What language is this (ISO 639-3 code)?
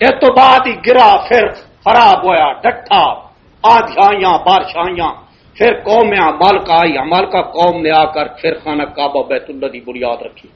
lah